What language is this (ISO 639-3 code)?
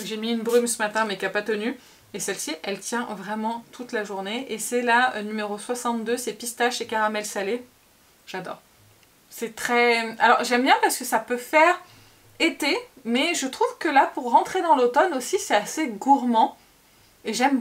fra